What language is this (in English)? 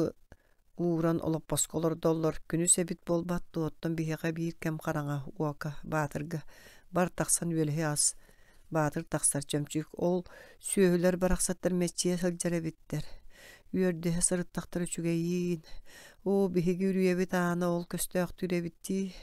Yakut